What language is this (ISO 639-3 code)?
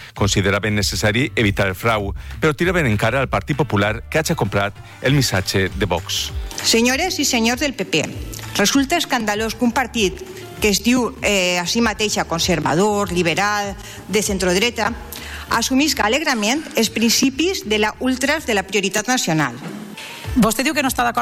cat